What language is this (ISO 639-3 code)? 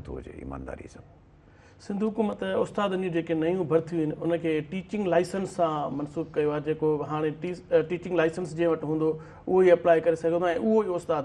snd